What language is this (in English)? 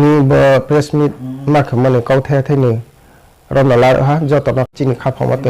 Riang (India)